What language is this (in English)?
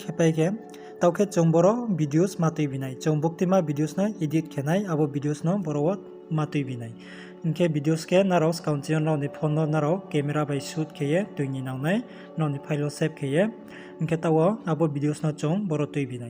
Riang (India)